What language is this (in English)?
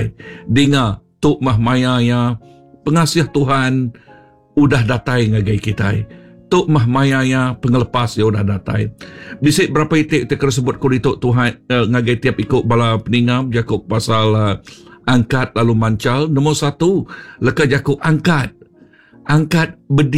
Iban